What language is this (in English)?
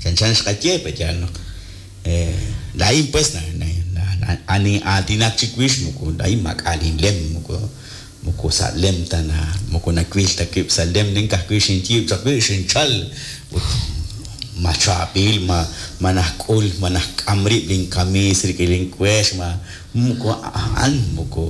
Kekchí